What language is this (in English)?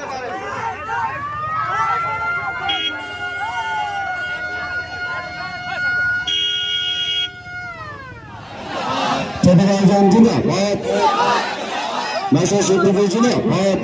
Bangla